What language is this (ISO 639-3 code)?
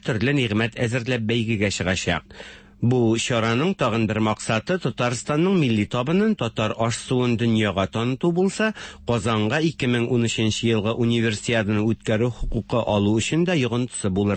tat